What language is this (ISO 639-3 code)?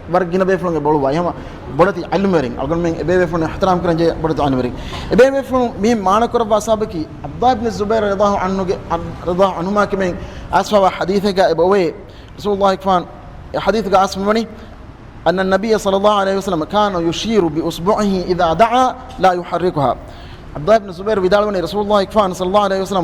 div